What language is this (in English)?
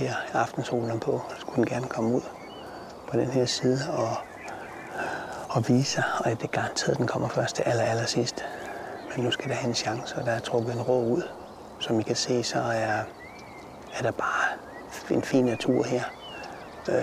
Danish